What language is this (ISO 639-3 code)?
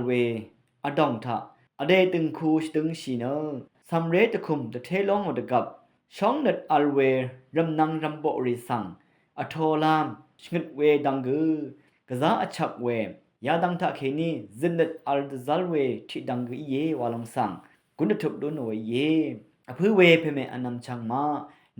raw